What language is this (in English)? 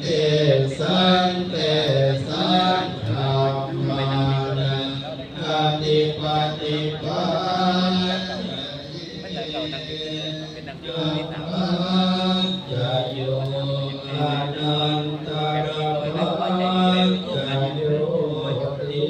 Pali